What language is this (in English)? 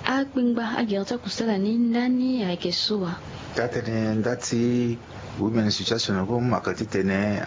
Sango